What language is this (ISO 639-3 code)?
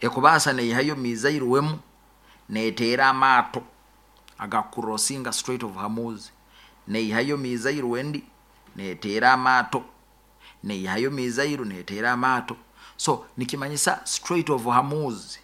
nyo